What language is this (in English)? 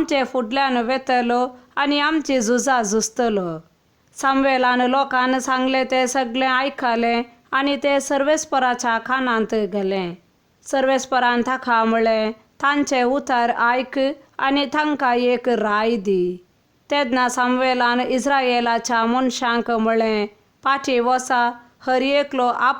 Konkani